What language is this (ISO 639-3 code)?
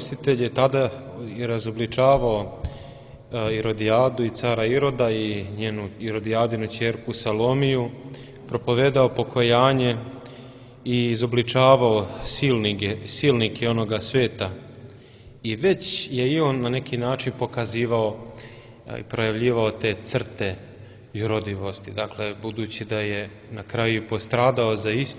srp